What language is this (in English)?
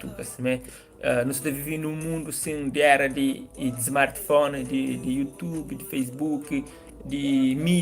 Kabuverdianu